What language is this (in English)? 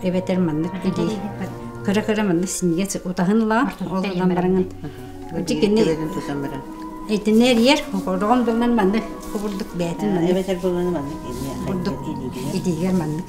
Yakut